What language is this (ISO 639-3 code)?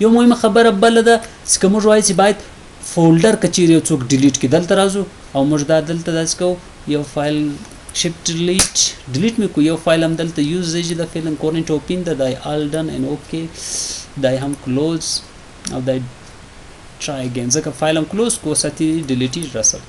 pus